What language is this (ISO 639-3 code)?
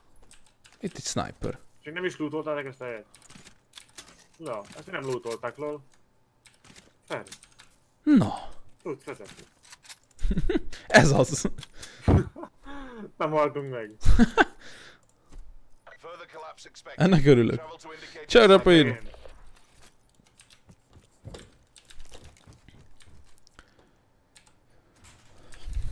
hun